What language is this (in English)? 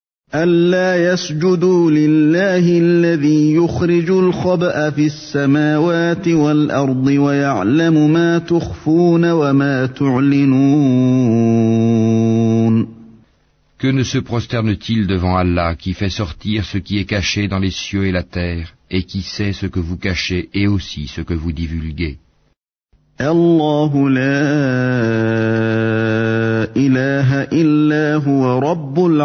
French